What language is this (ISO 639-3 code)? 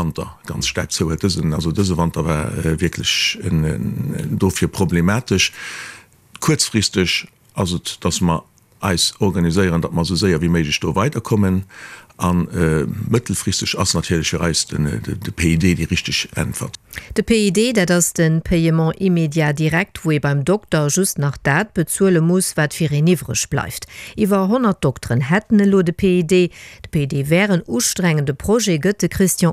ltz